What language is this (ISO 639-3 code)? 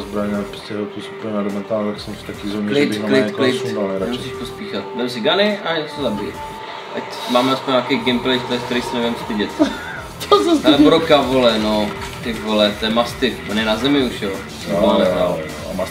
ces